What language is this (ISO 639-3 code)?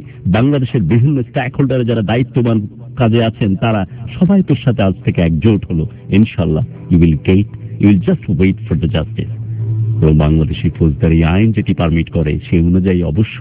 ben